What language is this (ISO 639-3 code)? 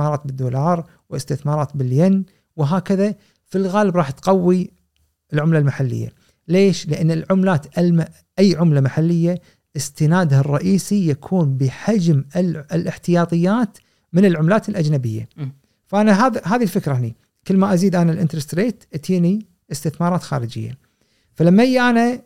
afb